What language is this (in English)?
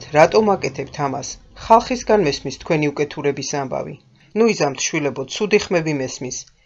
Georgian